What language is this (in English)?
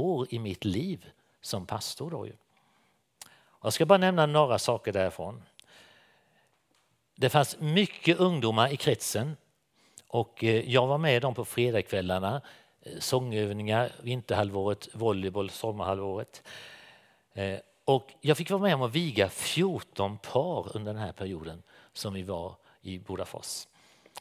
Swedish